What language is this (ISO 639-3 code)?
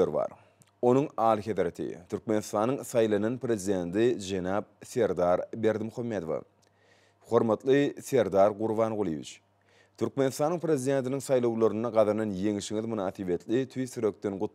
tuk